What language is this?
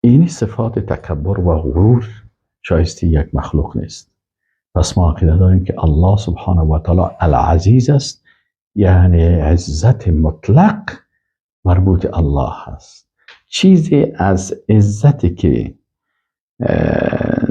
Persian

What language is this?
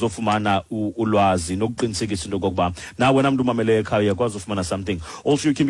Xhosa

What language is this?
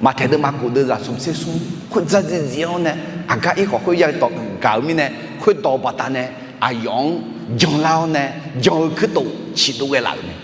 Akha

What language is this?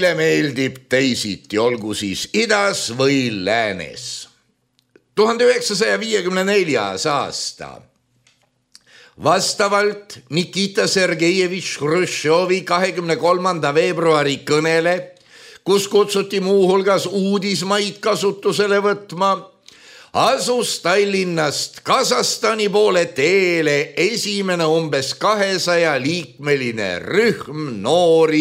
Estonian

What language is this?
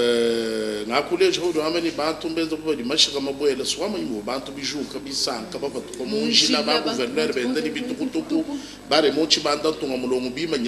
Luba-Lulua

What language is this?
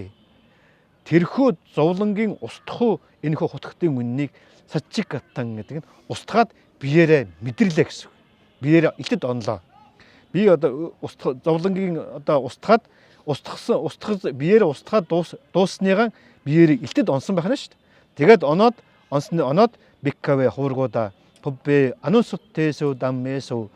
Mongolian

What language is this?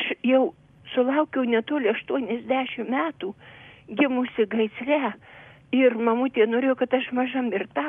Lithuanian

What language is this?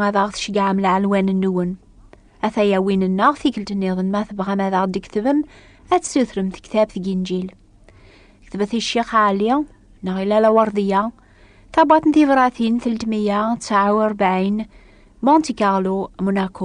Kabyle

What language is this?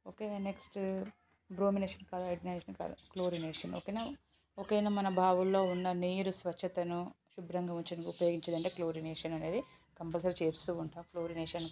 Telugu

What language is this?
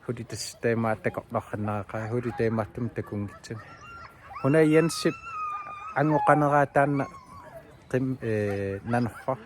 Kalaallisut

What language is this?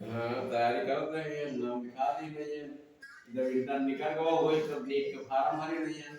Awadhi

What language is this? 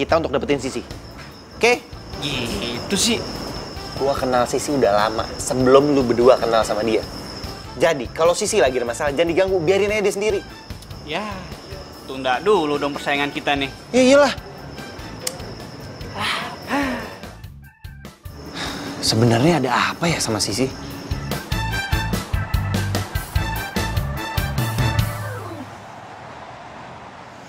Indonesian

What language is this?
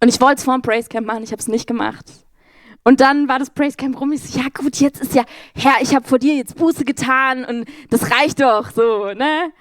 Swiss German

